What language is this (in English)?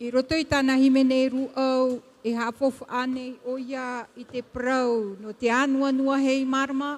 Tahitian